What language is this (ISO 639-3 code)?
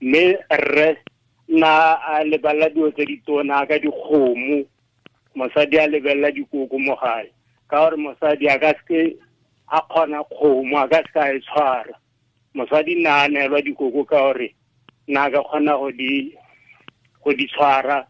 tsn